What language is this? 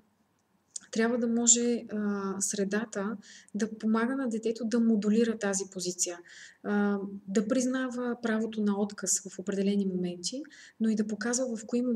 Bulgarian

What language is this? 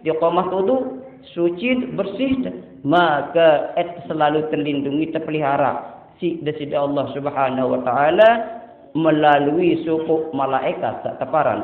Sasak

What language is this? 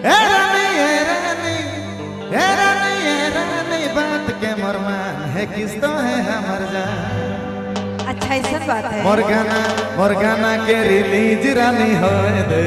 Sadri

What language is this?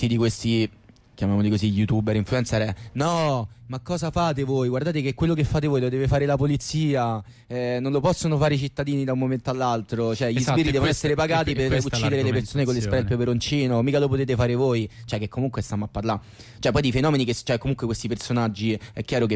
Italian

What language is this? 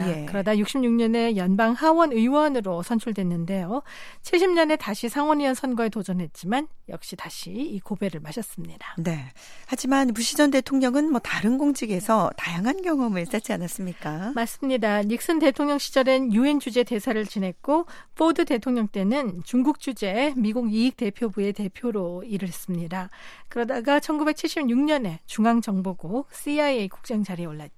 Korean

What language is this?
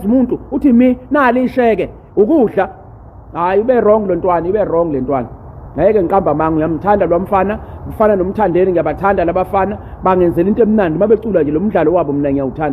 Zulu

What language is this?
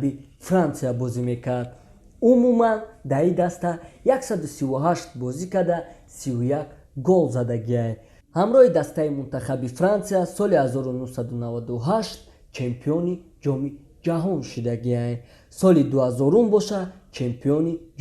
Tajik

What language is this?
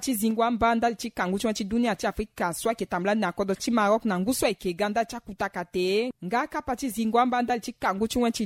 Sango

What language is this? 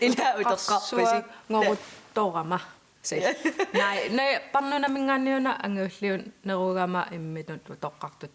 Kalaallisut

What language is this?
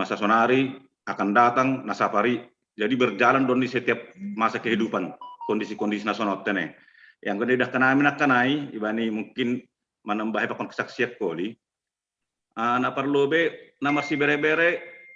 Batak Simalungun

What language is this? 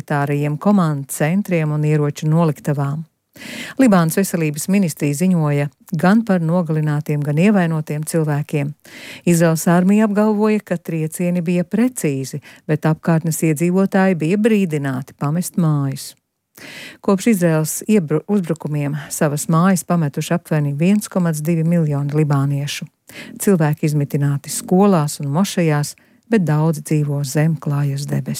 Latvian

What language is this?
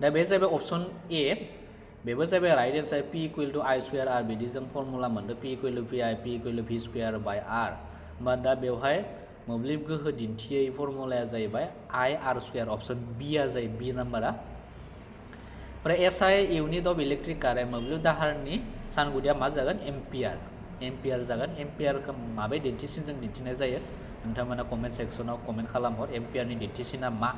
Bodo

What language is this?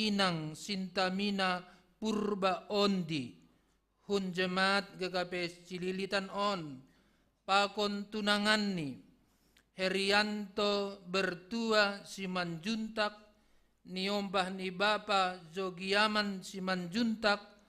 Batak Simalungun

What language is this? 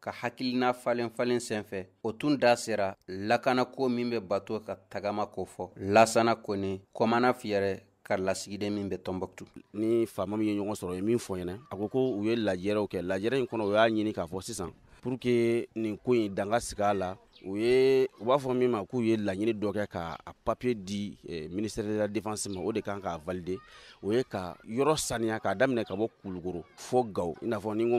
Bambara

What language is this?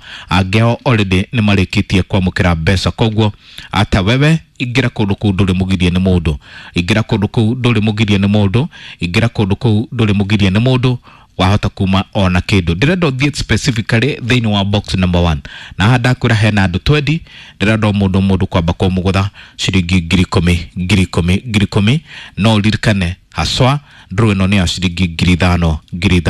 Kikuyu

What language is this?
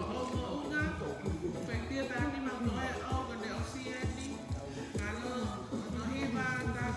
Tongan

